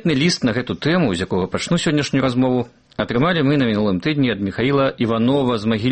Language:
Belarusian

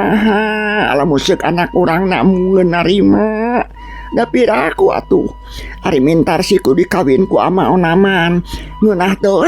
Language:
Sundanese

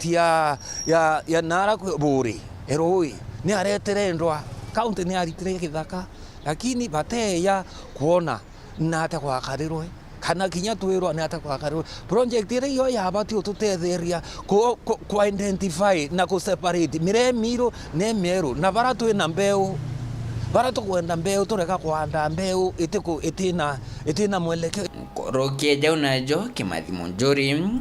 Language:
Meru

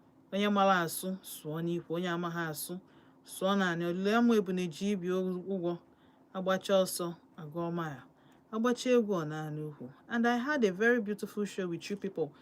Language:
Igbo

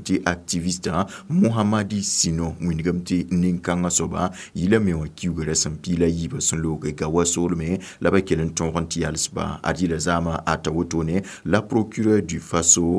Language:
Mossi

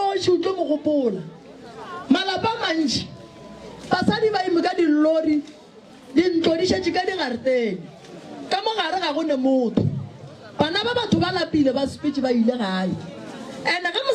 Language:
Northern Sotho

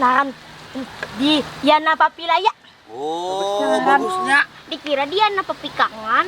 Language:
Banjar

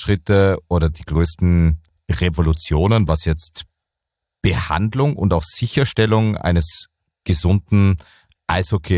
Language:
German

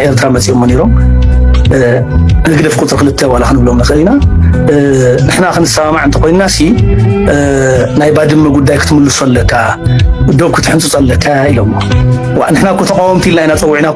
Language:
Tigrinya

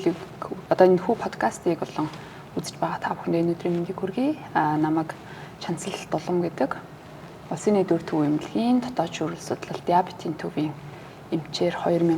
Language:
Mongolian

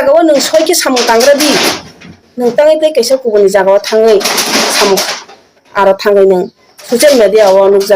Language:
Kok Borok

